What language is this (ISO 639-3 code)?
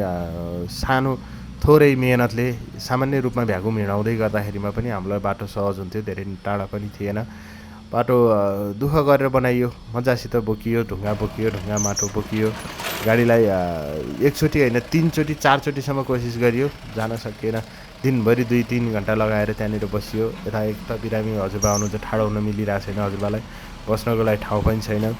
nep